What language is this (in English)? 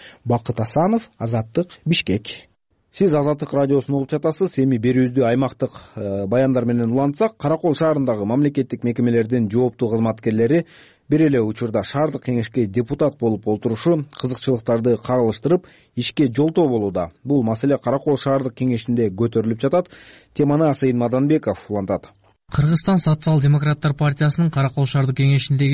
Kyrgyz